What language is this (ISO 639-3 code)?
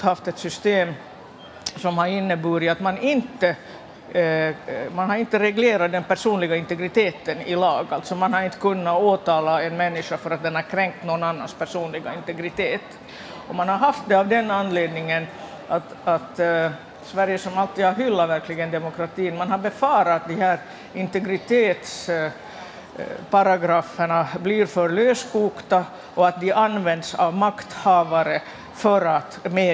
swe